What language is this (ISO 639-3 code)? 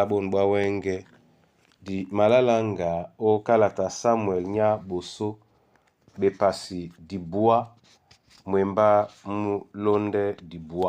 dua